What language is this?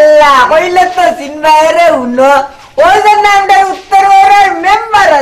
Sylheti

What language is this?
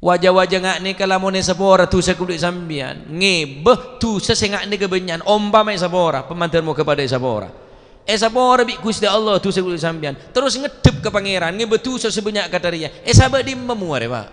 Madurese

